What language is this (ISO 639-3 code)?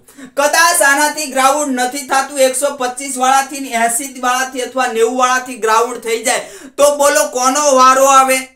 guj